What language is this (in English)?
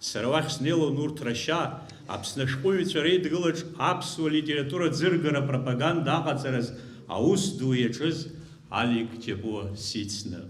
Abkhazian